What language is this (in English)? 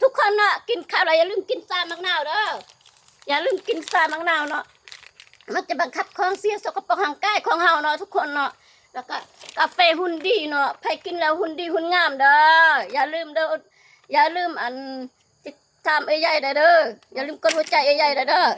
Lao